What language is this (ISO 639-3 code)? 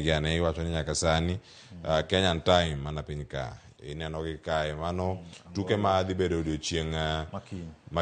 luo